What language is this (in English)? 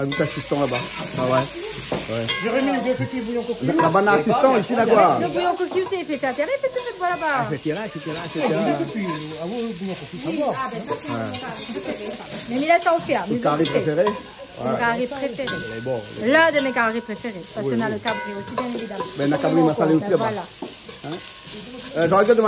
Réunion Creole French